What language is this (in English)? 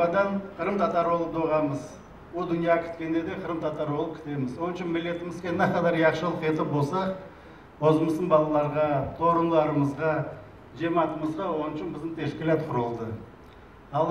Crimean Tatar